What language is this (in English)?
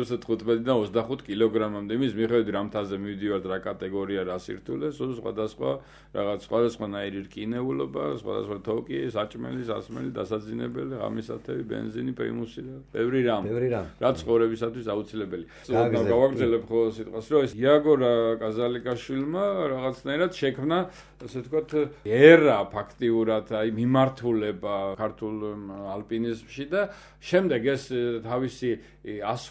Georgian